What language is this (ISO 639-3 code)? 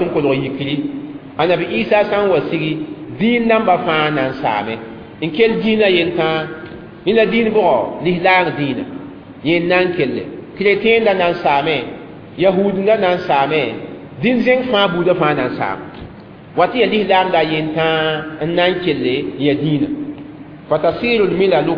mos